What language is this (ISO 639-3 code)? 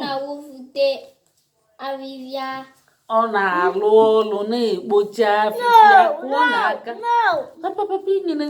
ibo